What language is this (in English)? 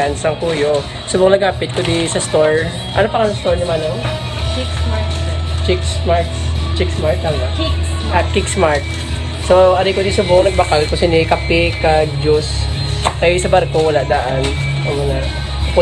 Hiligaynon